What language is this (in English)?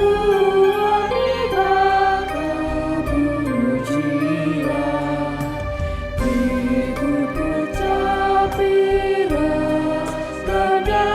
Batak Karo